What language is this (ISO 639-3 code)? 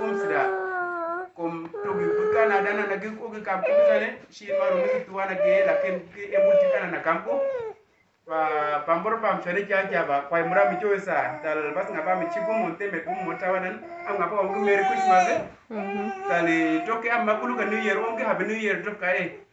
udu